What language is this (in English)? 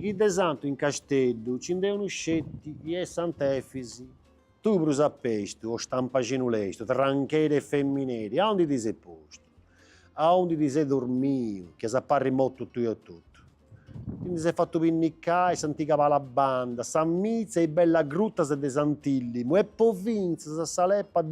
Sardinian